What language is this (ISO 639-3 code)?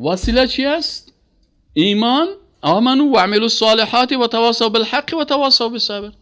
fas